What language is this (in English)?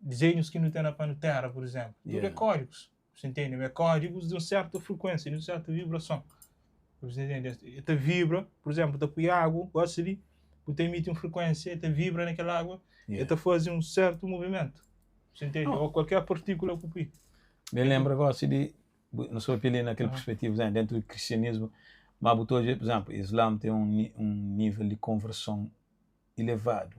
Kabuverdianu